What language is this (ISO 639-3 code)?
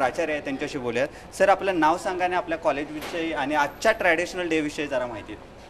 mar